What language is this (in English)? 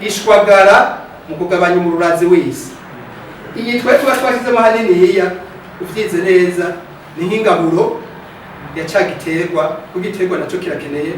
Rundi